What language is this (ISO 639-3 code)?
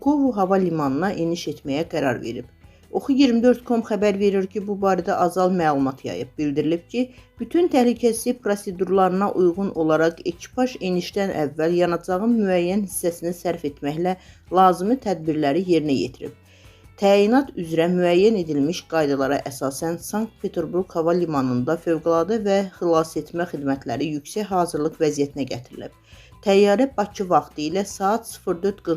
aze